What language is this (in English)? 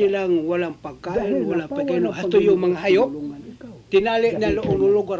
Filipino